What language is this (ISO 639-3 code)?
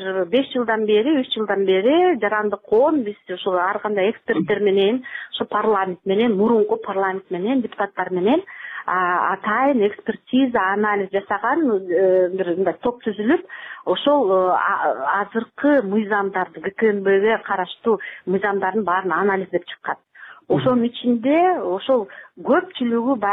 kir